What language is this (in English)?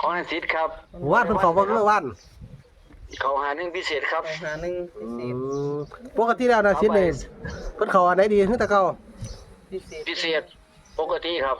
Northeastern Thai